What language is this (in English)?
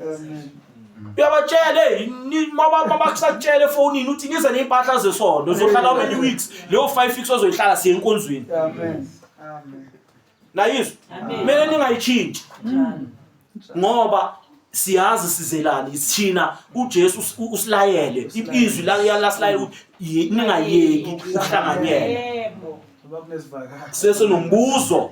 Zulu